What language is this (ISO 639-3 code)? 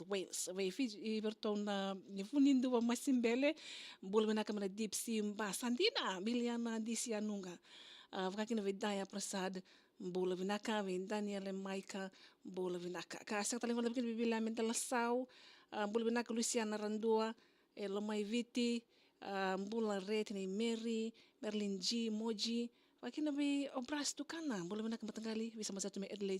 fij